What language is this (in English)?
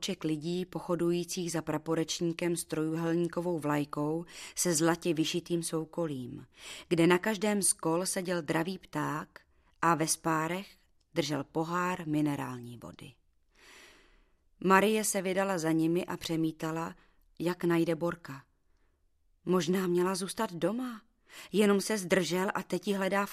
Czech